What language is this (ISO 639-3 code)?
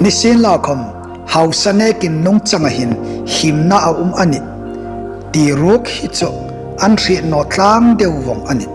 hmr